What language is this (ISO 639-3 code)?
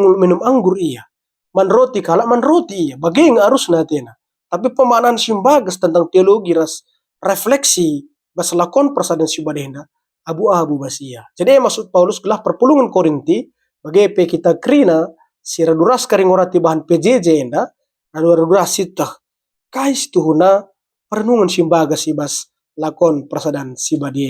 btx